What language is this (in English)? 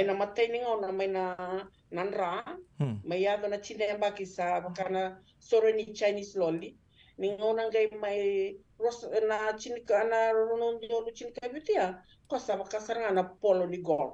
Fijian